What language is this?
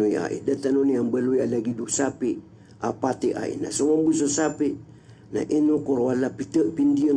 Maranao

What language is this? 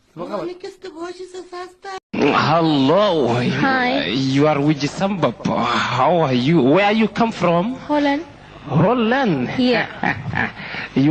Somali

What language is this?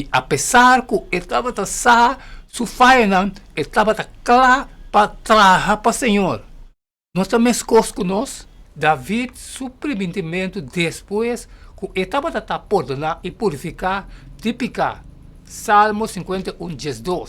Papiamento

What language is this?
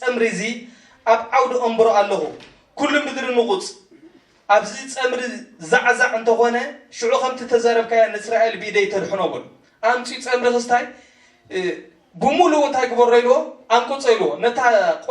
Tigrinya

